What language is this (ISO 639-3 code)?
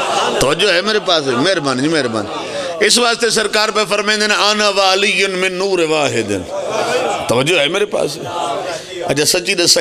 phr